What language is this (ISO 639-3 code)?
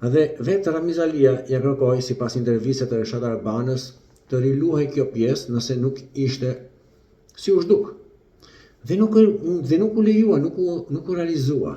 sqi